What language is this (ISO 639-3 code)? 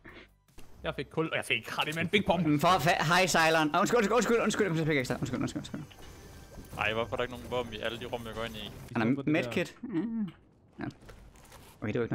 dan